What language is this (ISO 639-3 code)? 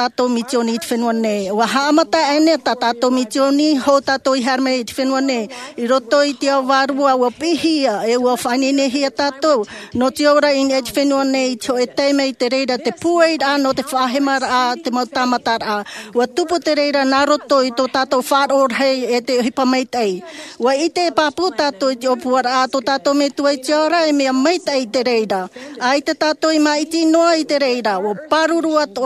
tah